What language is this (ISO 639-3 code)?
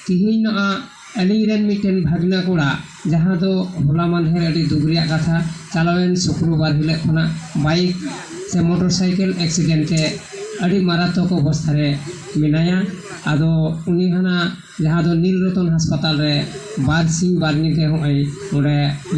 sat